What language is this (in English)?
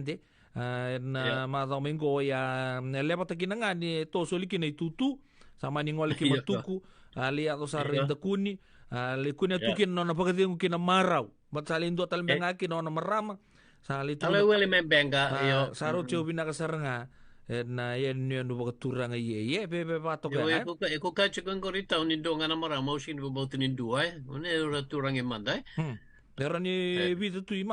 Fijian